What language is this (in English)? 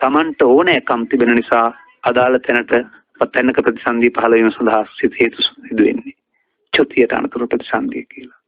Sinhala